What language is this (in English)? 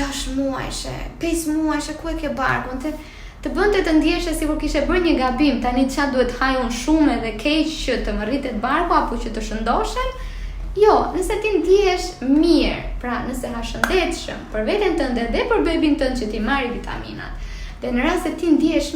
Albanian